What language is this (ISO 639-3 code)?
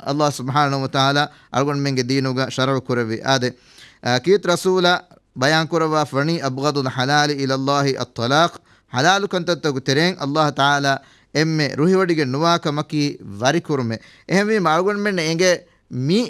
div